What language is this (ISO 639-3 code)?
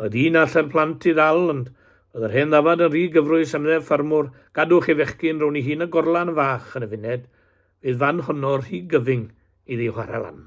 cym